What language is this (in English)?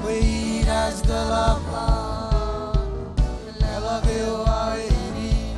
Marshallese